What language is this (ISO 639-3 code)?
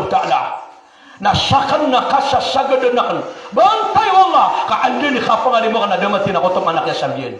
mrw